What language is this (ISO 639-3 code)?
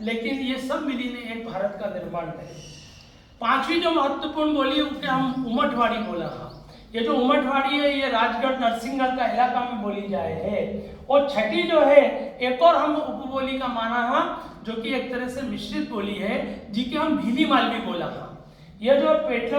raj